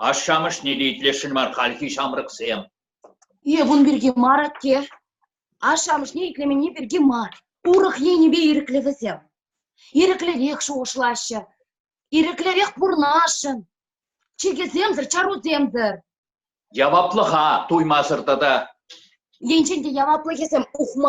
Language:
Chuvash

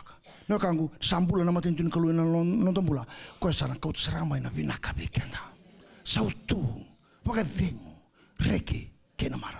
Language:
Fijian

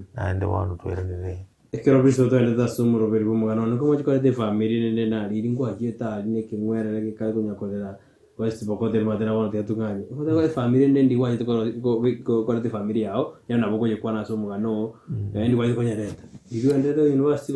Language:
Gusii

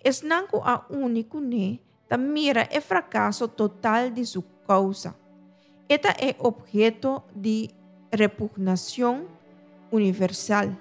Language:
Papiamento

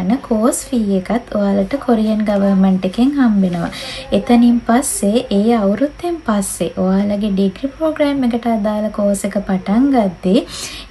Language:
Sinhala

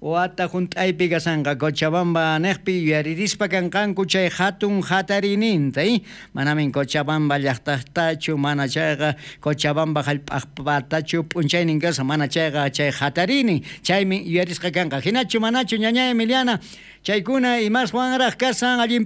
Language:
South Bolivian Quechua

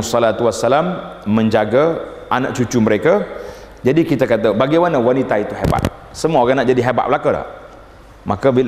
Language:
Malay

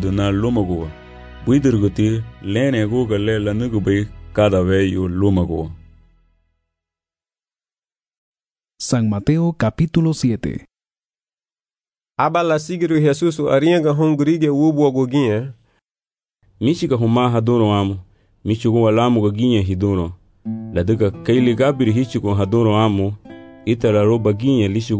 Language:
Garifuna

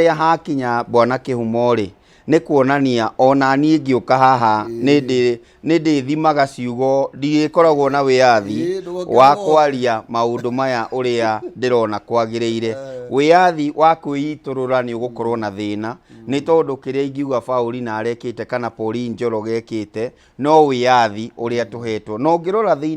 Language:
Kikuyu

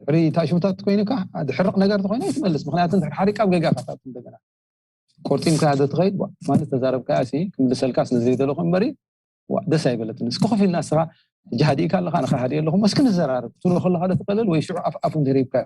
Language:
Tigrinya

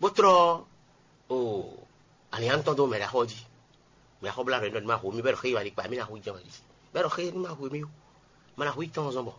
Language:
Fon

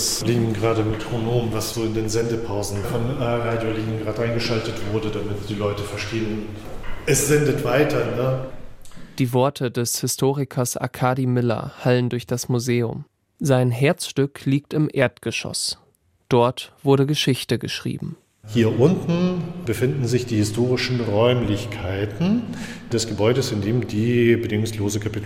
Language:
German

